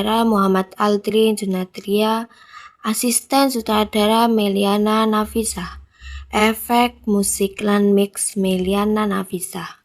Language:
Javanese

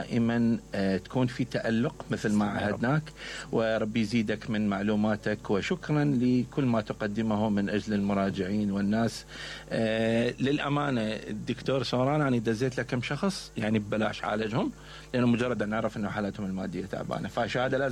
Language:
Mesopotamian Arabic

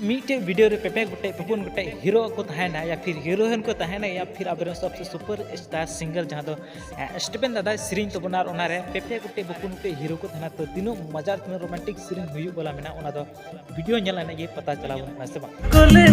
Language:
Santali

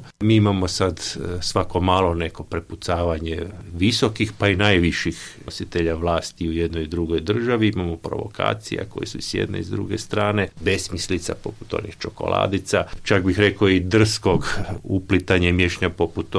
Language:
Croatian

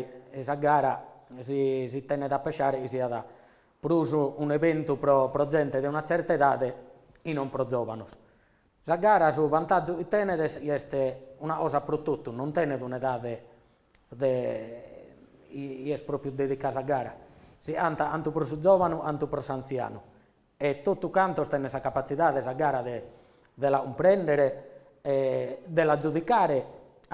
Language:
Sardinian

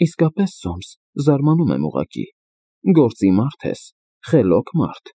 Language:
Armenian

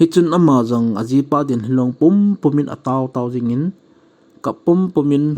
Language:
Thado Chin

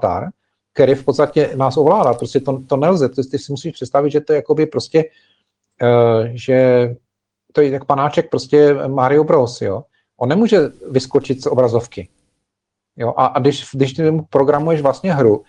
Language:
Czech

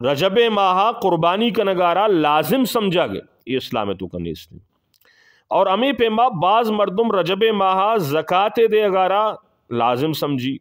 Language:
Eastern Balochi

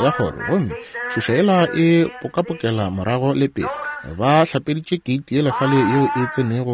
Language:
Northern Sotho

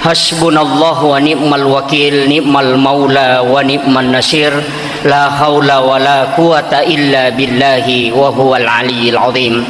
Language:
Buginese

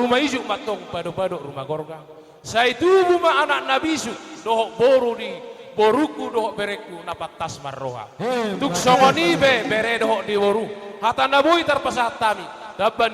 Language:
Batak Toba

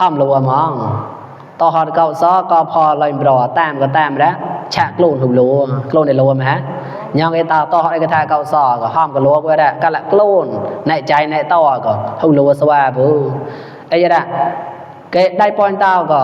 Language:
Mon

